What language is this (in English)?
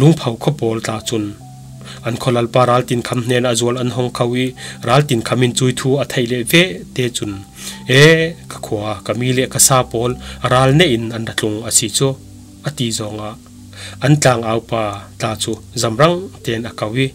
Falam Chin